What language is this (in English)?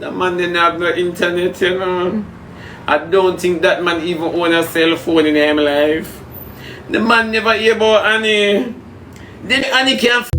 Jamaican Creole English